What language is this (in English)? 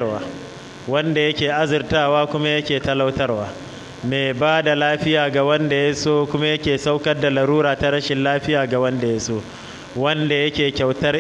Hausa